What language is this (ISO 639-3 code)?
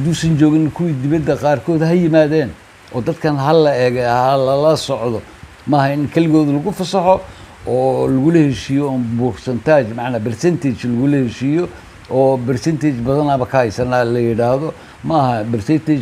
som